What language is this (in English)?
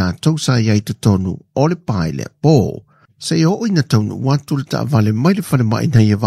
Samoan